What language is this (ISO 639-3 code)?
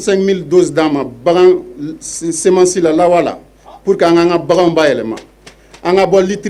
bam